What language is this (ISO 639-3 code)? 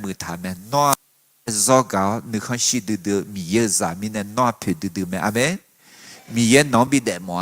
ahk